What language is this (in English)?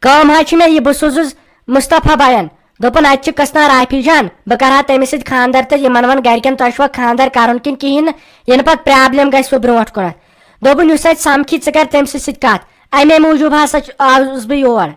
Kashmiri